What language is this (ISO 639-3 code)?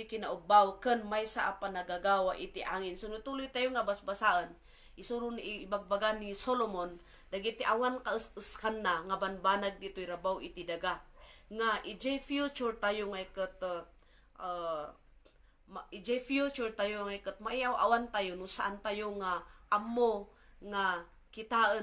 ilo